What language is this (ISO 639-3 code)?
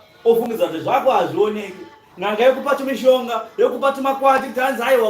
sna